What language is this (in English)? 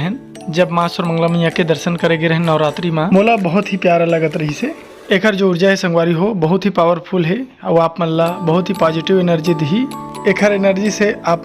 Chhattisgarhi